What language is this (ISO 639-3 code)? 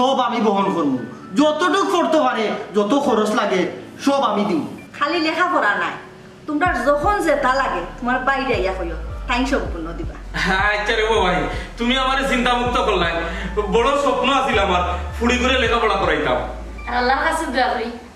syl